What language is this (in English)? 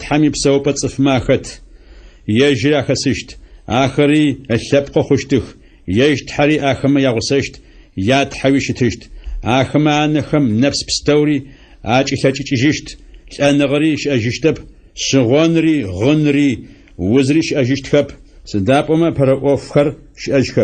Adyghe